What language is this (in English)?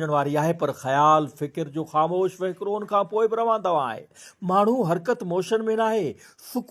Sindhi